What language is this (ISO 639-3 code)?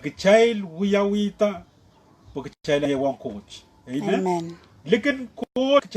pon